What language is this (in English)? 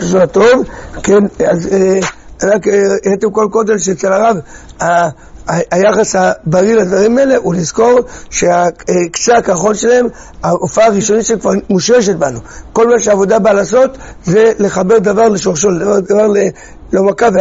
Hebrew